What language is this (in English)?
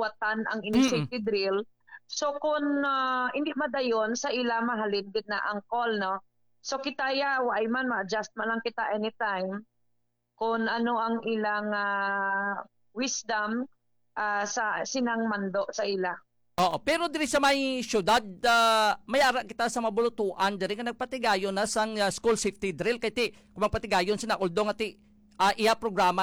Hiligaynon